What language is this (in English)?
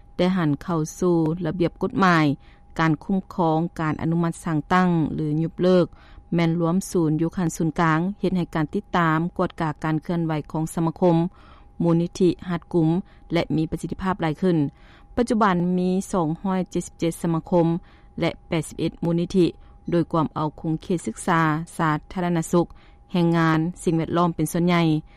Lao